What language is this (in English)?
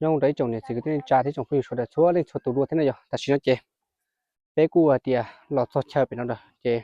Hmong